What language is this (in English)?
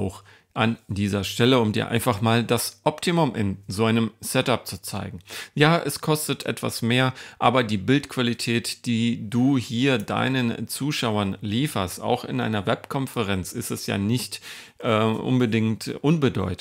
German